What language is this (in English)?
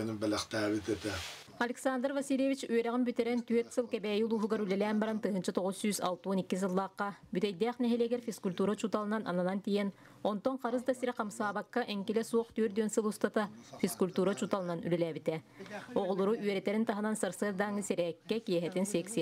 Yakut